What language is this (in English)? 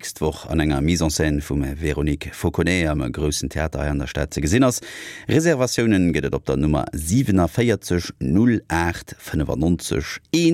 Luxembourgish